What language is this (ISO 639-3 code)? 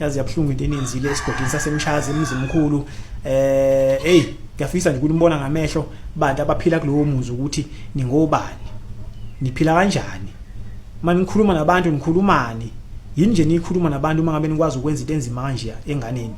zul